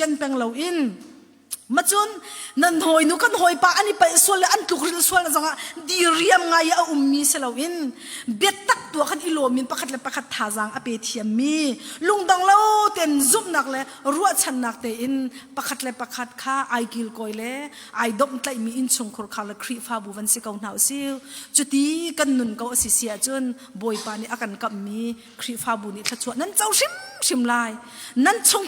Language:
Hakha Chin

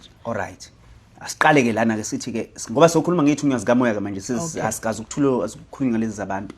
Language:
Zulu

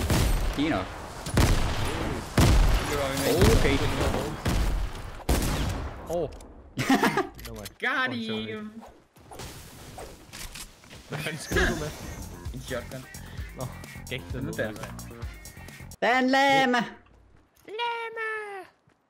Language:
Danish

